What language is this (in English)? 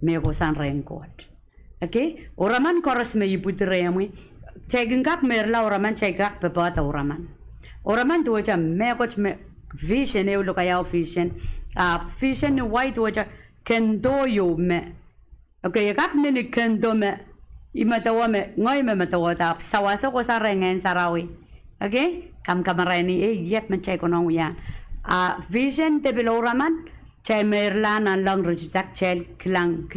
Pohnpeian